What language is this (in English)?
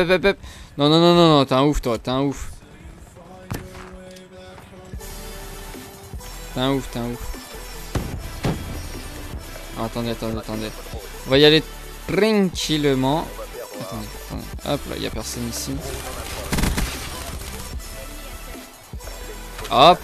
French